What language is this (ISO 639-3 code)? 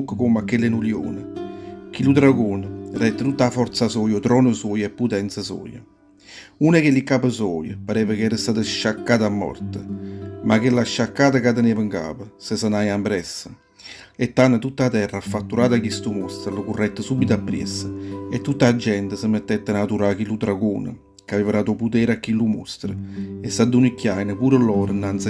nap